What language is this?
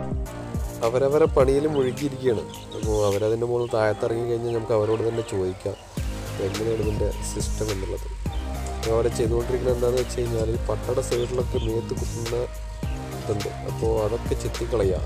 Malayalam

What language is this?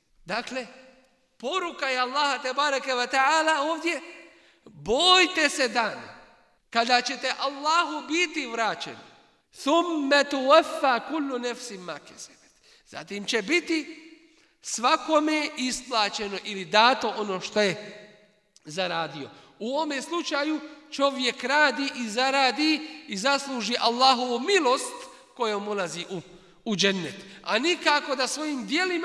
Bosnian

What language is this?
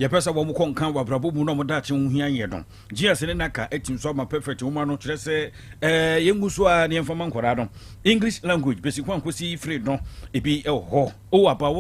Akan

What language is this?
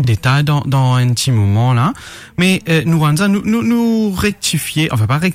Morisyen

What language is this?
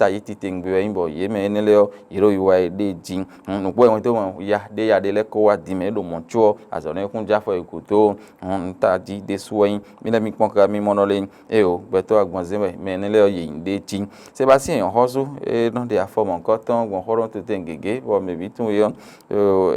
Fon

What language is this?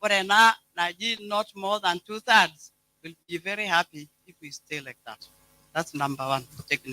Masai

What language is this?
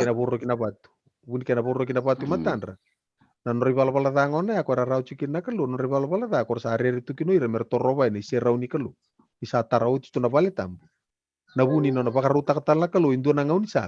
Fijian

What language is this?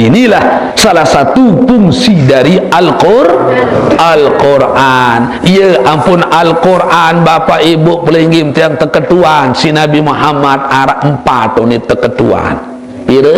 Sasak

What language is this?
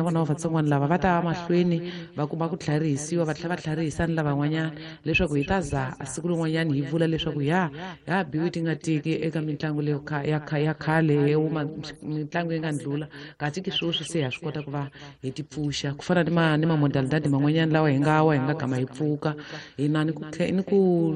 Tsonga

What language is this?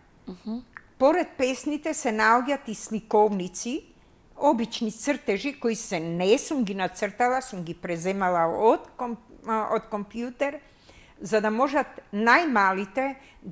Macedonian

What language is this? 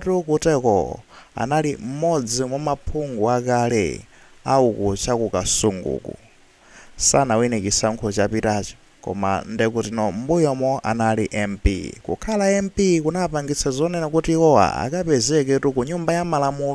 Nyanja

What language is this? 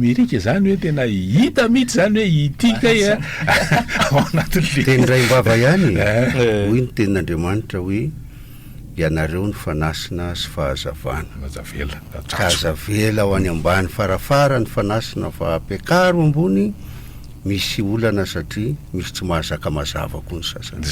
Malagasy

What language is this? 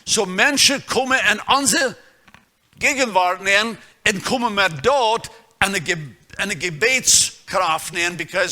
Plautdietsch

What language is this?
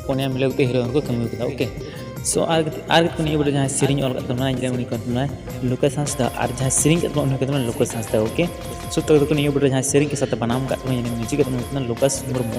Santali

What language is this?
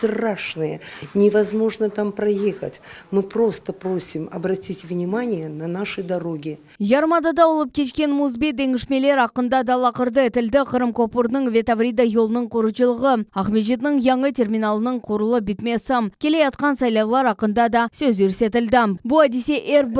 Crimean Tatar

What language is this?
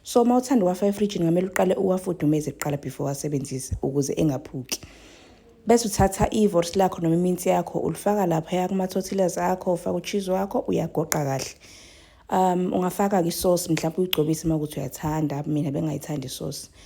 Zulu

